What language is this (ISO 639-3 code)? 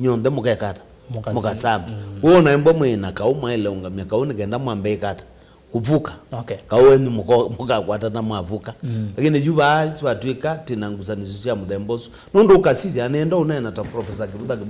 kam